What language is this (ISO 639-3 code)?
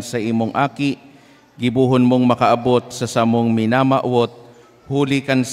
bik